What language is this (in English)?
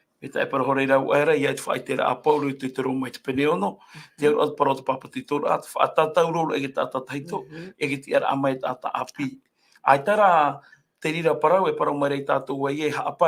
Tahitian